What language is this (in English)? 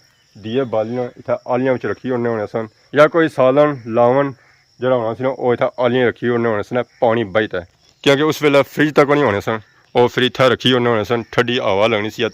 Pahari-Potwari